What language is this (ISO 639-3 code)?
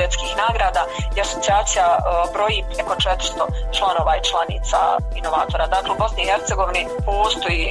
bos